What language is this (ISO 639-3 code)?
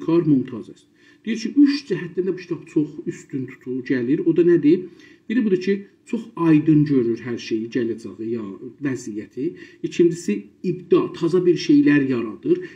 azb